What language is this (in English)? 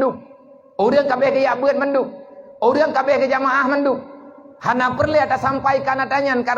Achinese